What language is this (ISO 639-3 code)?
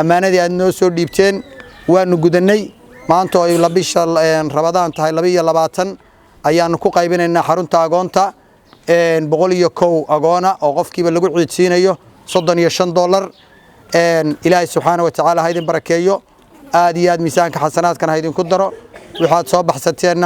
som